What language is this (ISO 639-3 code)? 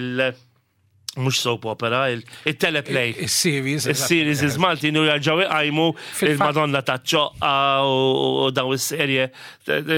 mlt